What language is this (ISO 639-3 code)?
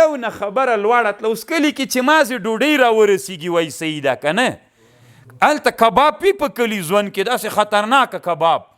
pus